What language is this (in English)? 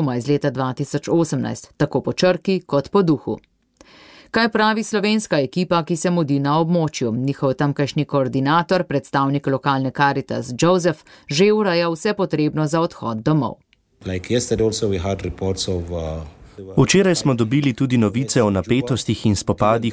Slovenian